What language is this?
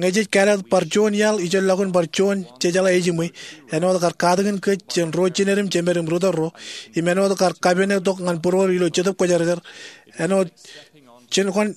Marshallese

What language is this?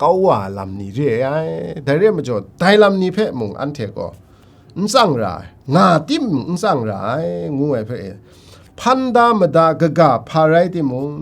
Kachin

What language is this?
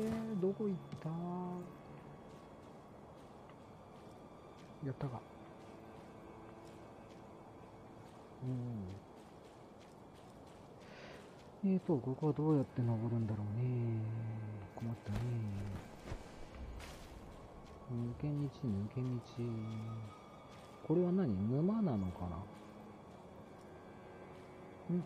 Japanese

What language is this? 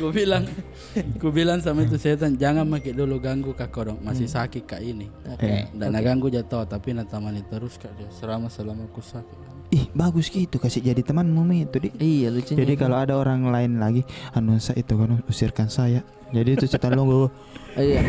Makassar Malay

